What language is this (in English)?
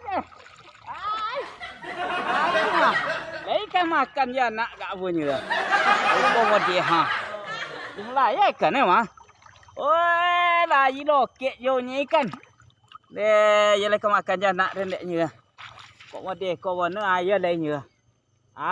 Minangkabau